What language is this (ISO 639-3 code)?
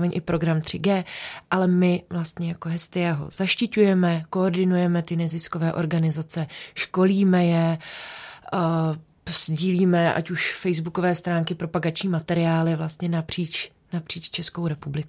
ces